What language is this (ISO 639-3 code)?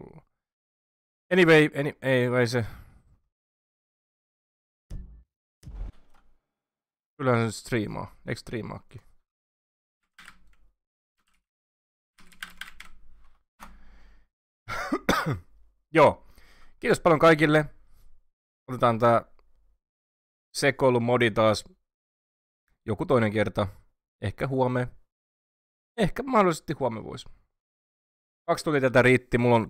fin